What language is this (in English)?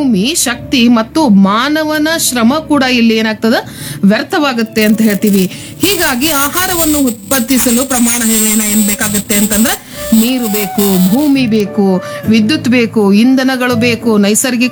Kannada